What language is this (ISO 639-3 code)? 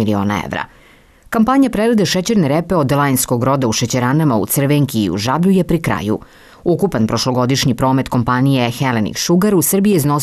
srp